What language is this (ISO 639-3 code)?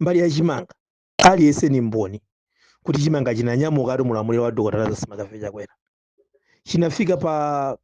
nya